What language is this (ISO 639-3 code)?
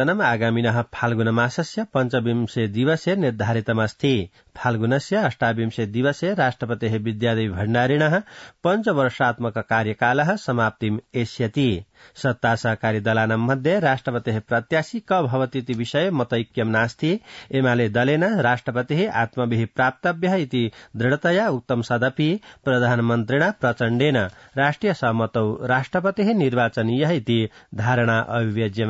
san